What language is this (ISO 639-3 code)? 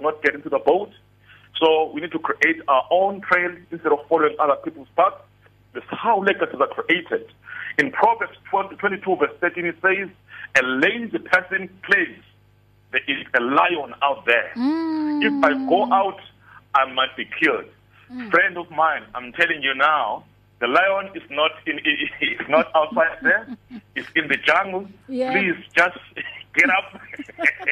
eng